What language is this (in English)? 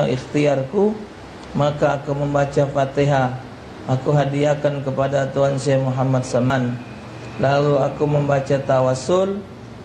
Musi